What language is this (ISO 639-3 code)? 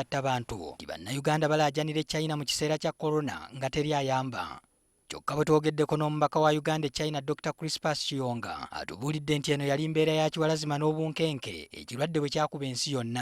lug